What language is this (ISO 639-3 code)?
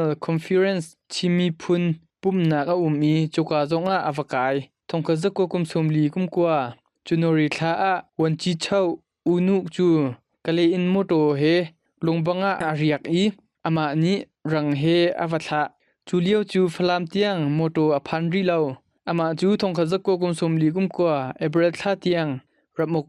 cnh